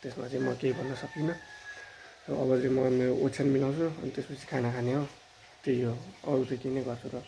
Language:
Nepali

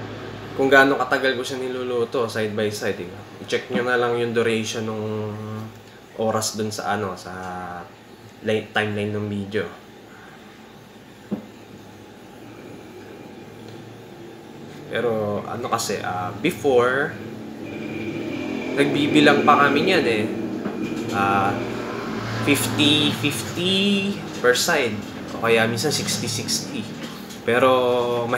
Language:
Filipino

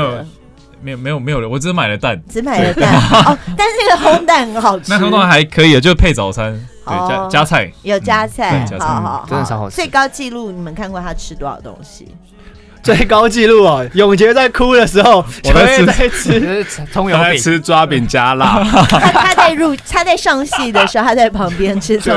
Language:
Chinese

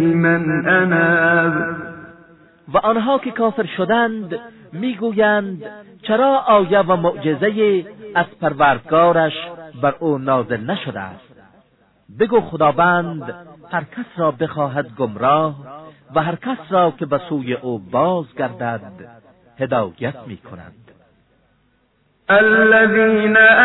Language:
Persian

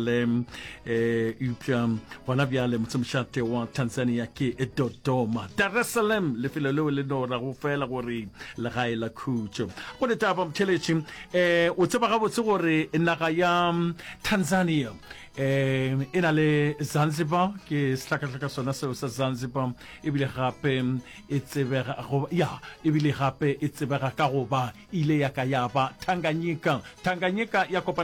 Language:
Northern Sotho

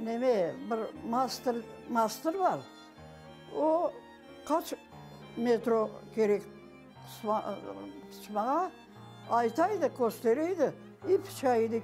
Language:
Crimean Tatar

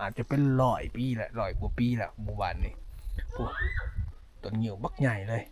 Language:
Lao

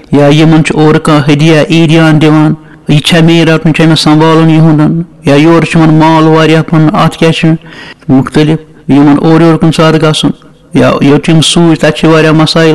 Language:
Kashmiri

